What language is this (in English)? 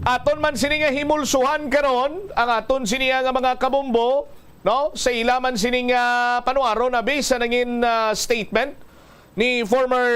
Hiligaynon